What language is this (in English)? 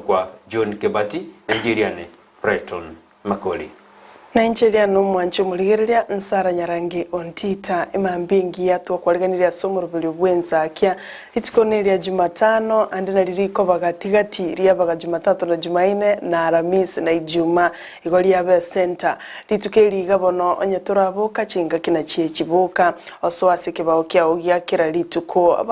Gusii